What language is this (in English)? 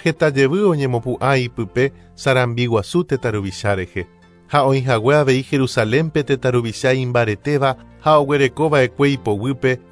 Guarani